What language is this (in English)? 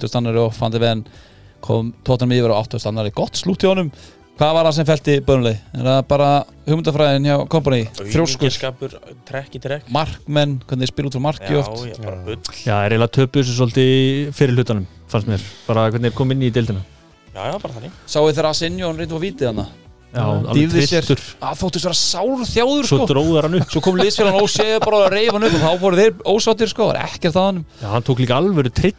Icelandic